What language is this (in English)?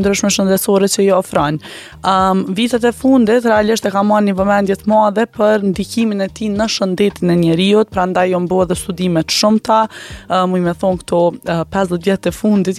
Albanian